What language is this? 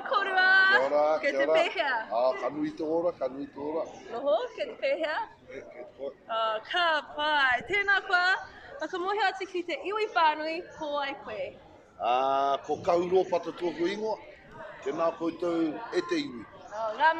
Māori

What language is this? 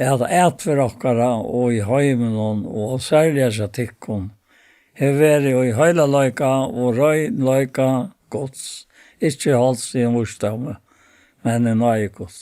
Faroese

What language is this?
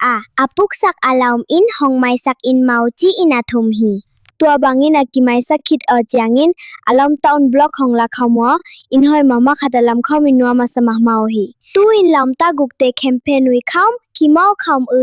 Tedim Chin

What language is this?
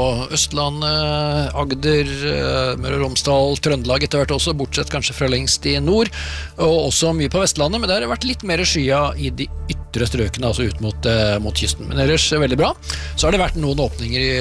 Norwegian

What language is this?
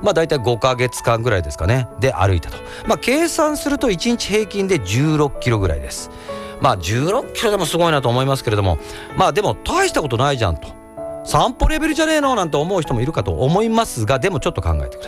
Japanese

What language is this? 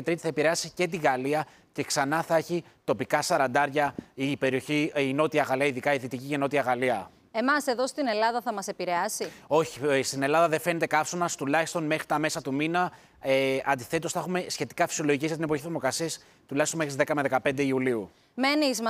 Greek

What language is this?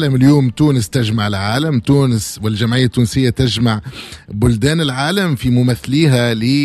Tunisian Arabic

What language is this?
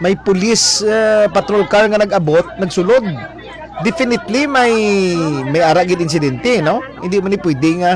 Hiligaynon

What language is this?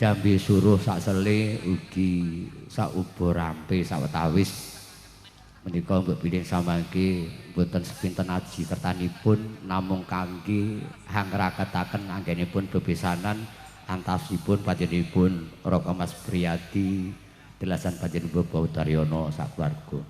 Javanese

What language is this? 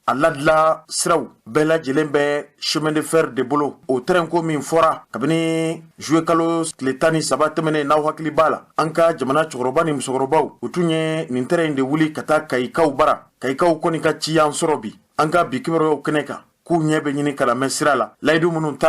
Bambara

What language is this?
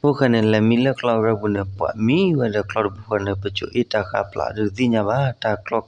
S'gaw Karen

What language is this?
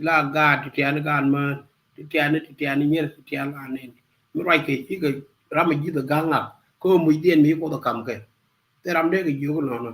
Nuer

